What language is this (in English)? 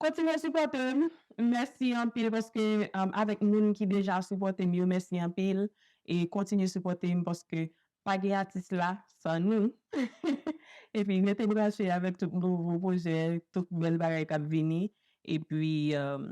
Haitian Creole